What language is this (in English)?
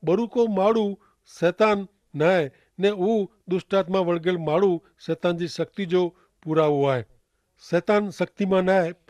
Kachhi